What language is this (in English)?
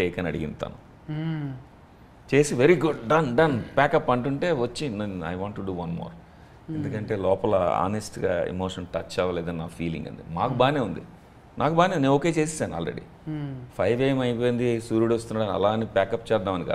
Telugu